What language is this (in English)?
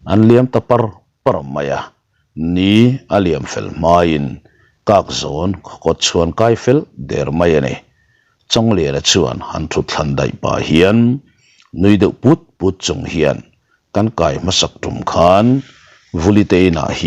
Mizo